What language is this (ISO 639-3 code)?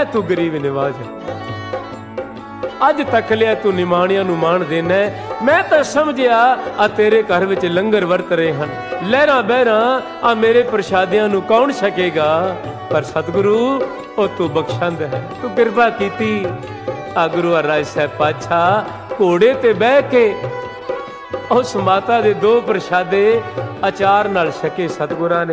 pan